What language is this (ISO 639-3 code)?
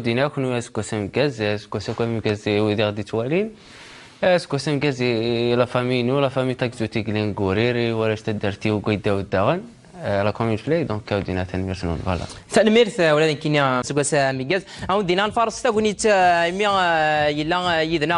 kab